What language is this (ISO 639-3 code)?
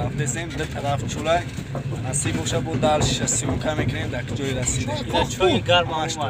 tgk